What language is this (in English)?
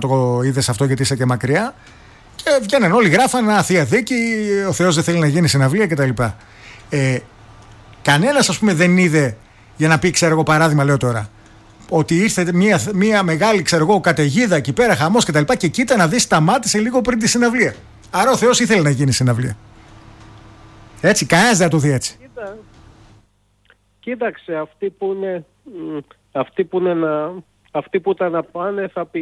Greek